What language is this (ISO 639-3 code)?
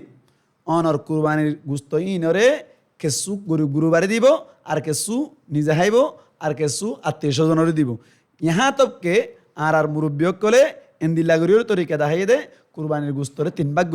rhg